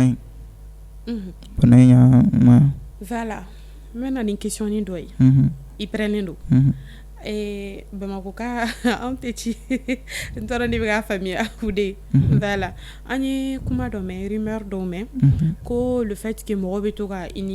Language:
Bambara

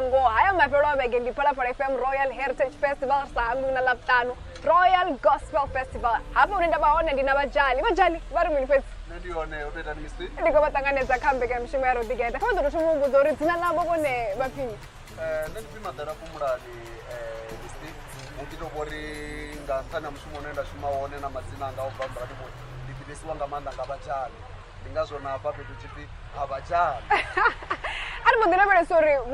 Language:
Venda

